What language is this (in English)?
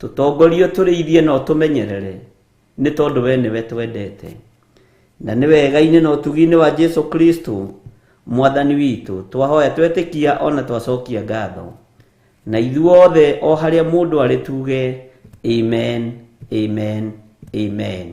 Kikuyu